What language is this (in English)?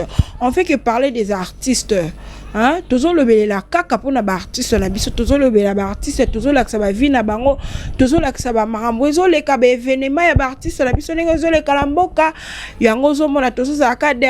Lingala